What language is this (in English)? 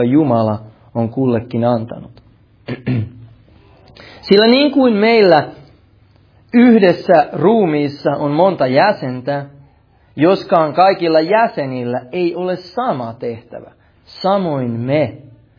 Finnish